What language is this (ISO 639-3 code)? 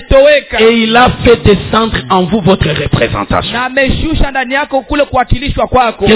swa